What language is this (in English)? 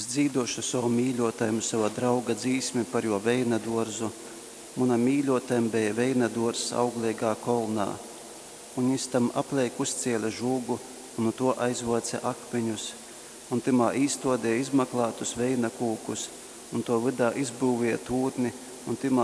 Latgalian